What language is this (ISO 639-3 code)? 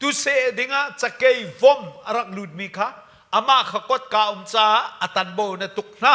cnh